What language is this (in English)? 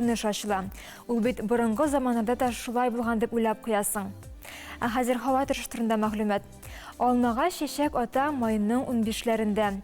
Tatar